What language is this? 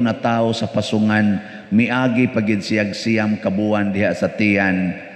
Cebuano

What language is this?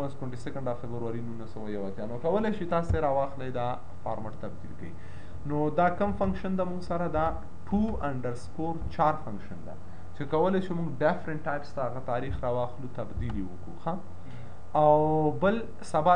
Pashto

